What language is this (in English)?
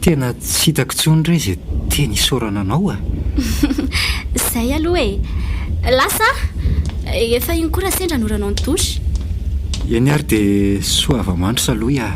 Malagasy